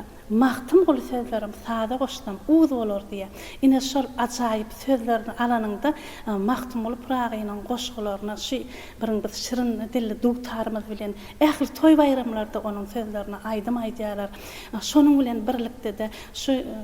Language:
Turkmen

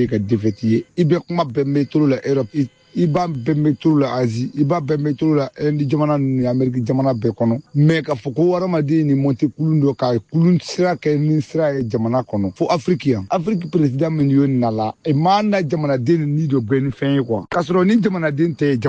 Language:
Bambara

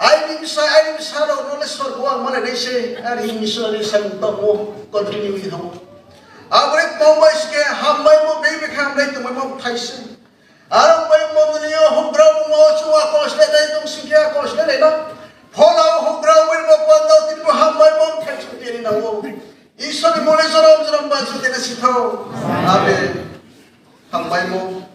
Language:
Riang (India)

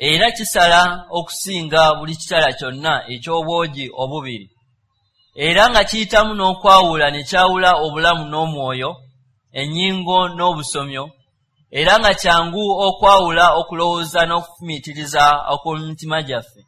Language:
Ganda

